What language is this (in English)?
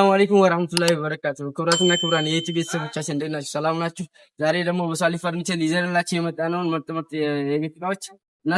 Amharic